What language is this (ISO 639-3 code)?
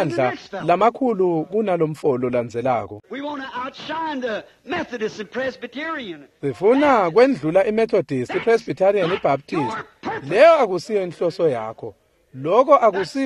ssw